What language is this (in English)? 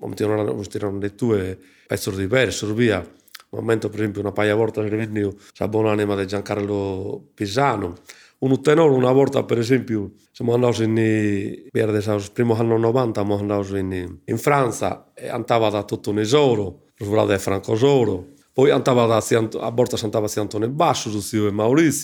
Sardinian